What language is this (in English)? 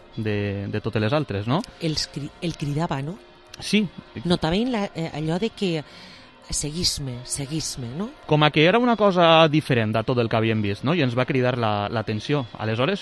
Catalan